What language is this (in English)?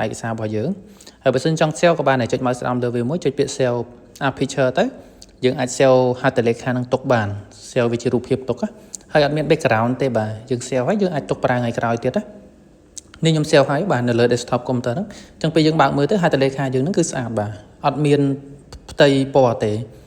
Khmer